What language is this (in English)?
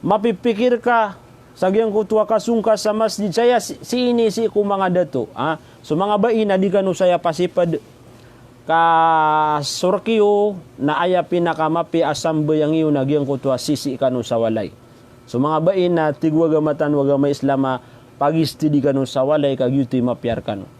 Maranao